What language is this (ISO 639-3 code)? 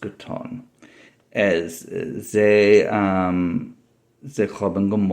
yid